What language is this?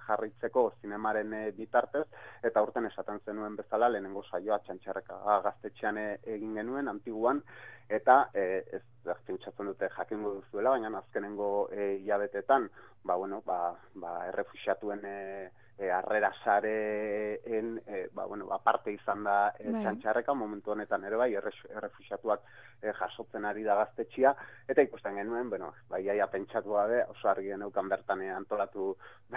Basque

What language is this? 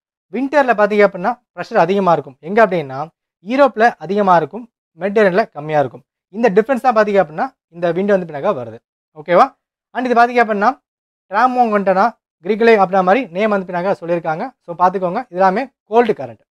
Tamil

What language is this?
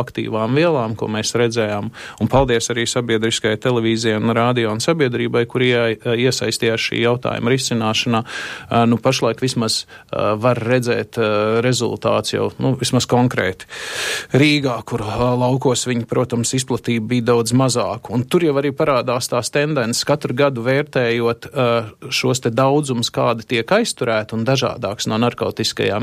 Latvian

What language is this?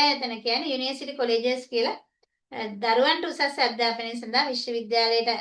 Sinhala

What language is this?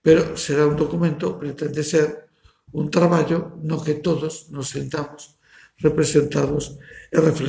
Galician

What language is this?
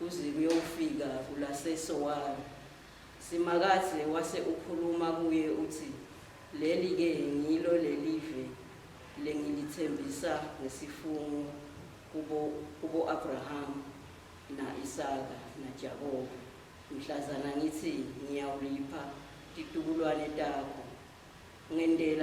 Swati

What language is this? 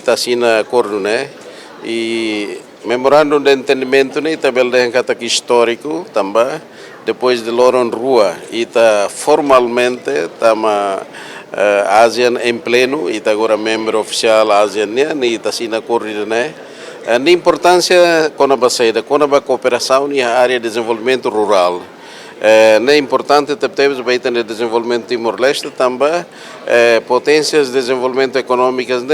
Tetum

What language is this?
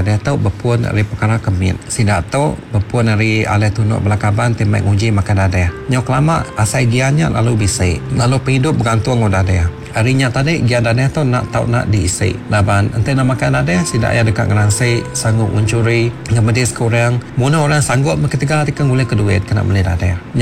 Iban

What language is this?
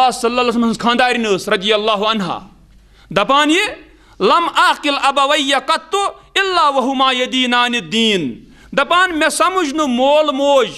Kashmiri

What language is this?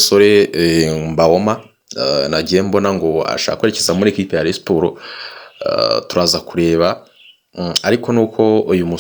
Kinyarwanda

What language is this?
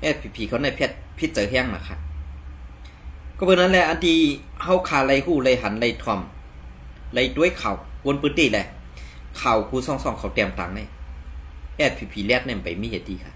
Shan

